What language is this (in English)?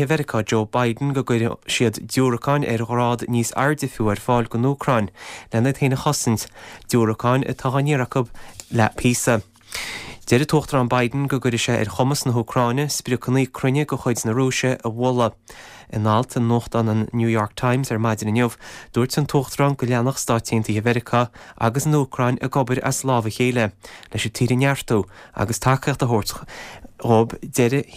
Irish